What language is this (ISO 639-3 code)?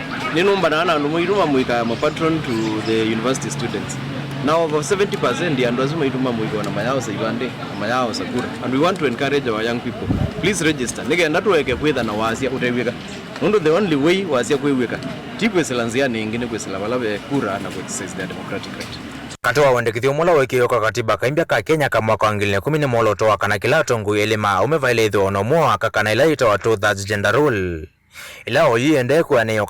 kam